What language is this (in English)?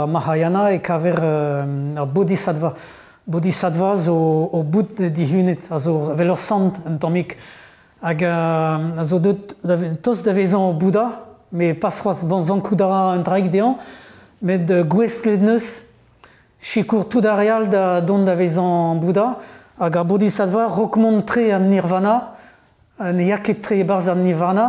Breton